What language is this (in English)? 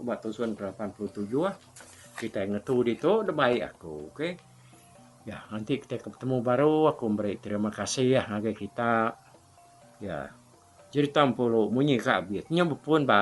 Iban